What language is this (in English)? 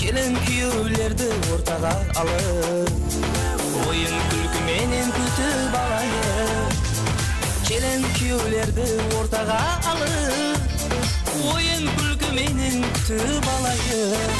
Kara-Kalpak